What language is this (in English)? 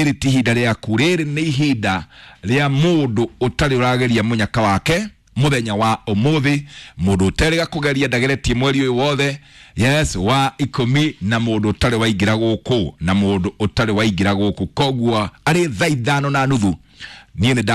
Kikuyu